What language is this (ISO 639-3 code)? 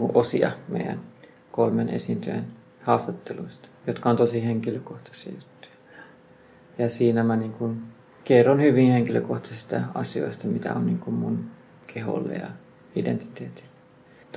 fin